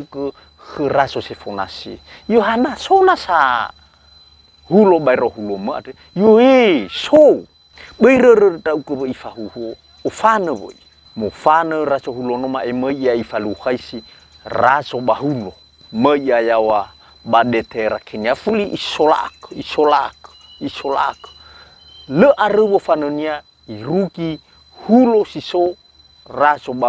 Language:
Nias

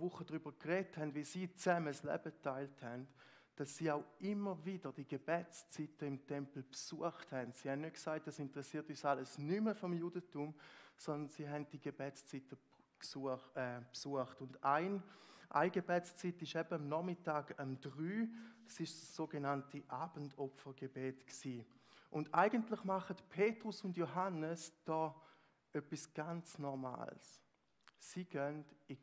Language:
Swiss German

